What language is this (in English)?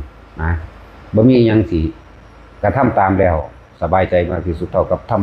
Northeastern Thai